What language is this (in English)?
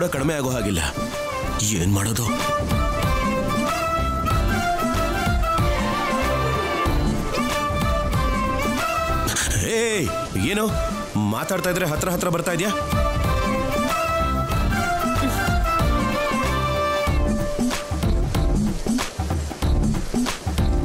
Kannada